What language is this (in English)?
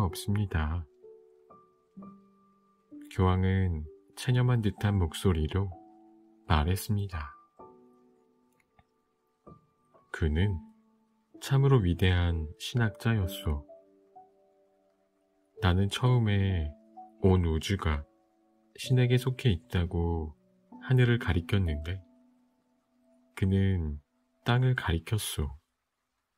Korean